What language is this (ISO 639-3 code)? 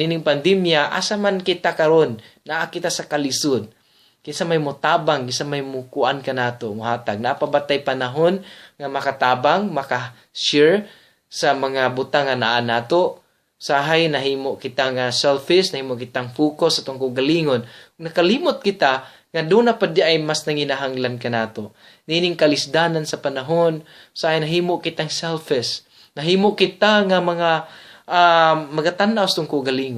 ceb